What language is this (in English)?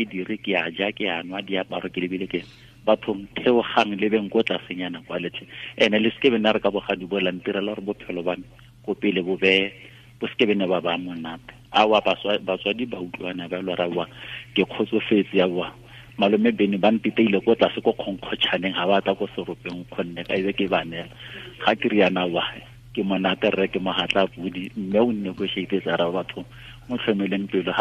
Tswana